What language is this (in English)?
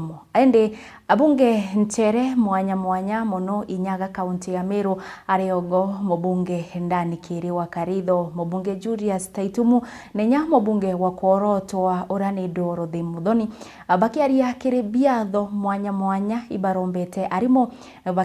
Meru